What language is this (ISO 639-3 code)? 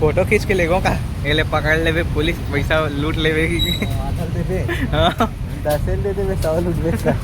hne